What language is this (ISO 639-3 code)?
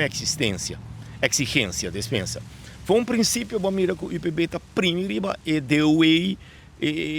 pap